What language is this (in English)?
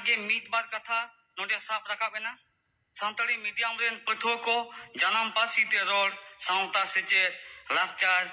Santali